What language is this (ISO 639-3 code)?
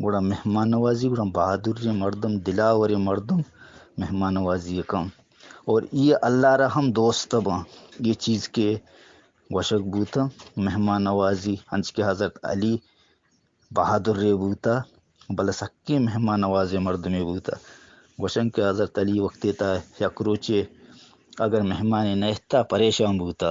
bgp